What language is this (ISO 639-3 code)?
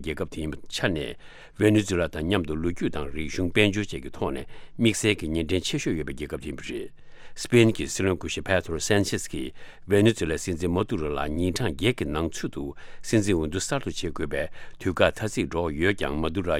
bod